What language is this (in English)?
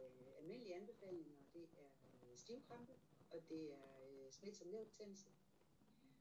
Danish